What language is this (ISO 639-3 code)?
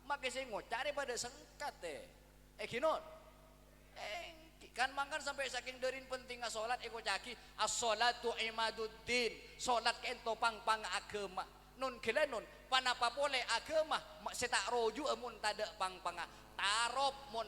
mad